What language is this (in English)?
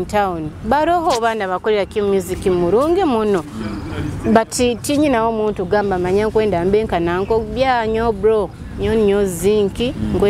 Nyoro